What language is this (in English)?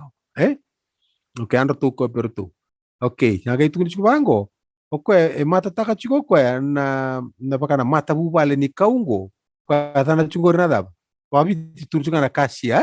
Fijian